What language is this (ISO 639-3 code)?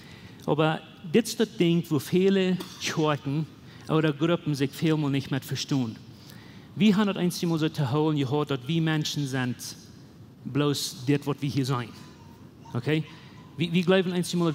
pdt